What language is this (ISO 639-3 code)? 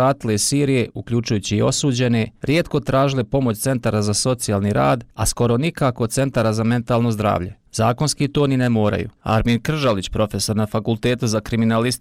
bos